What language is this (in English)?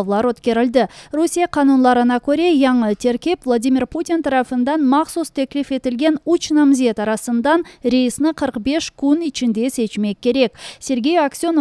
Crimean Tatar